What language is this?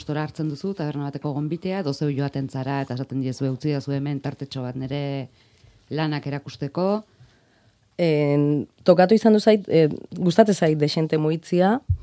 Basque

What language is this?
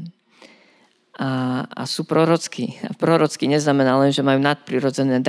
Slovak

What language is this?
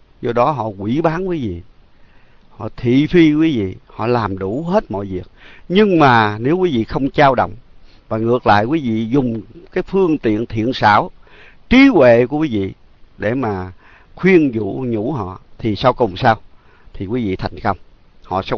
Vietnamese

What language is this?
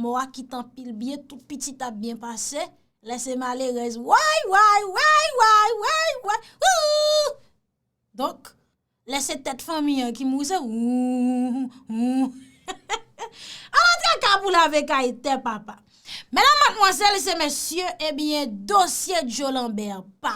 Haitian Creole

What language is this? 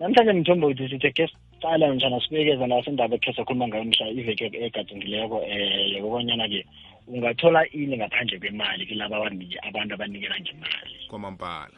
South Ndebele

